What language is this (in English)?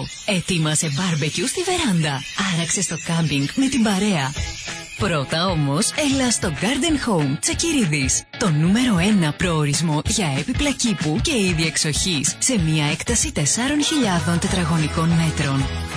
Greek